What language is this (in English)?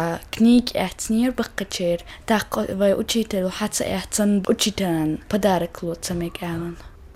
Chechen